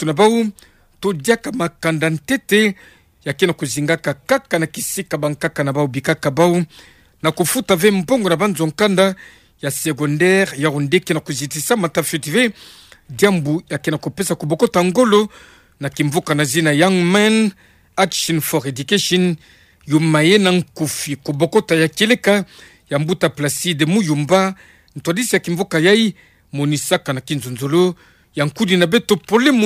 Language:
Kituba (Democratic Republic of Congo)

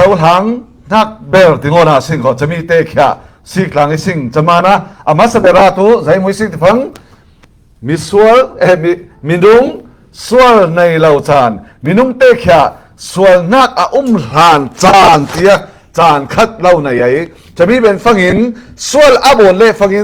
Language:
Falam Chin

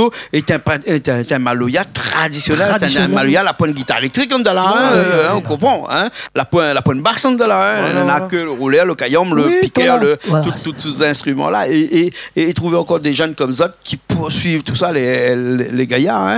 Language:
Réunion Creole French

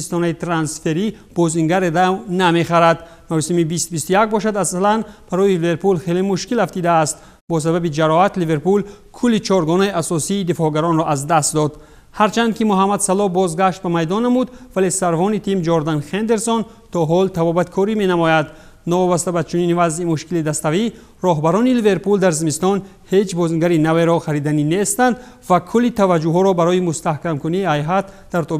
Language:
Tajik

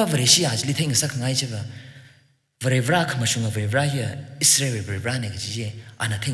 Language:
Tangkhul Naga (India)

